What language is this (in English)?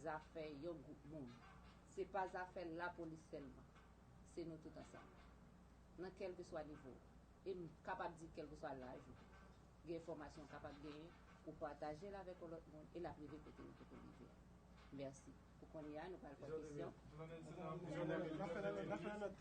Haitian Creole